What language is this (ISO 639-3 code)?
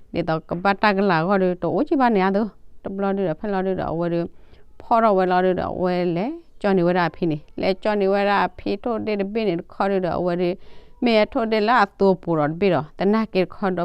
ksw